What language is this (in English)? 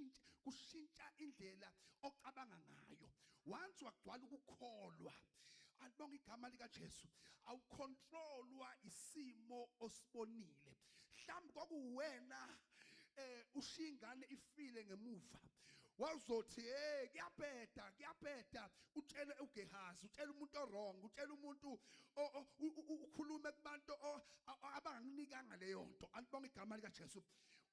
Zulu